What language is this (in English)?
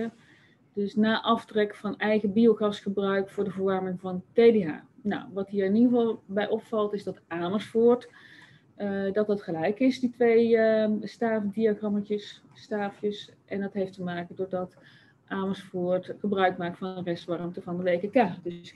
Dutch